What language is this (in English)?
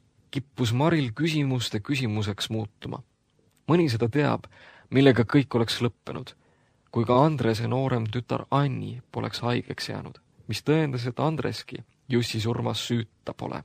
Estonian